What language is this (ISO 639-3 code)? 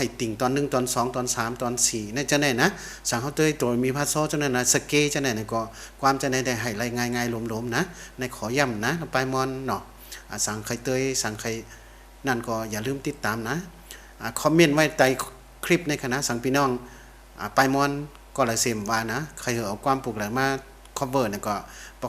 shn